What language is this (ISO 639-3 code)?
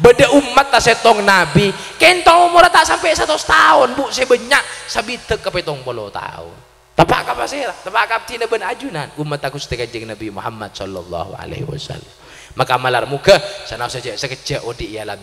mad